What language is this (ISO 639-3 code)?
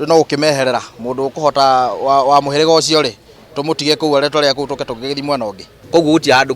kik